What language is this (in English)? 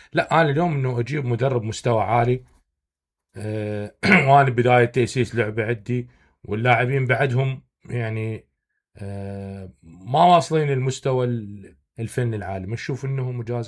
Mesopotamian Arabic